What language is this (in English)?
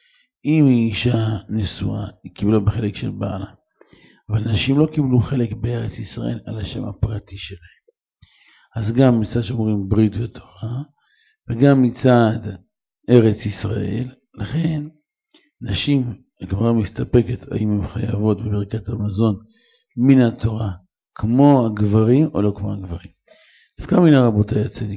Hebrew